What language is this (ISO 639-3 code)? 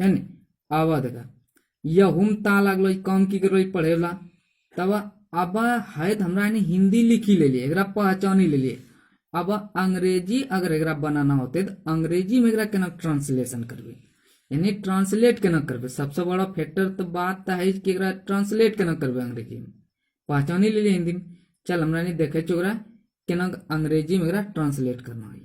anp